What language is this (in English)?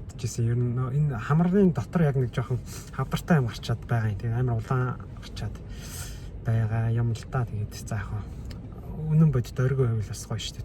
Mongolian